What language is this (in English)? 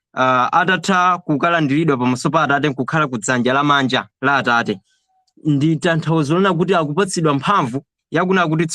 Nyanja